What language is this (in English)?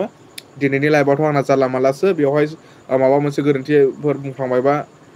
Bodo